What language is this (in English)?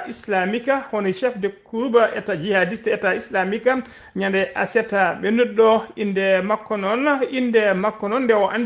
Fula